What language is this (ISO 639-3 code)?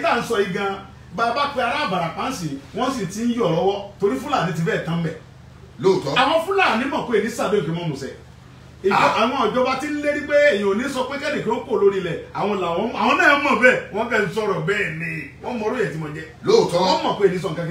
yor